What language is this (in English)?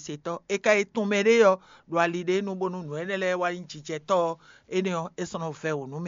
Fon